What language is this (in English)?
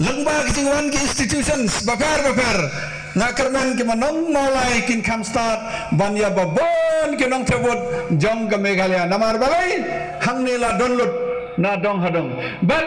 Khasi